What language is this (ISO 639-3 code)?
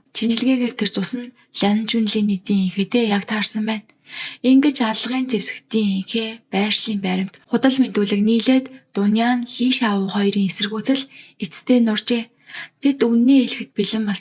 mon